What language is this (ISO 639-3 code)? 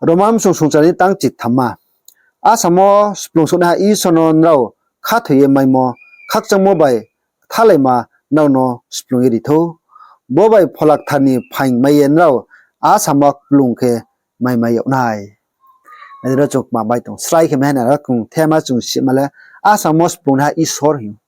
ria